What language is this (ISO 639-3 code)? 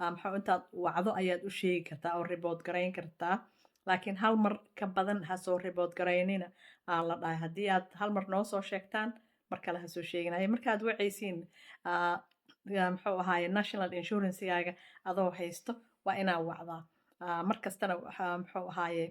som